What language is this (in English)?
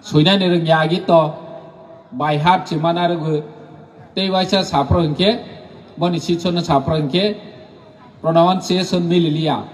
Kok Borok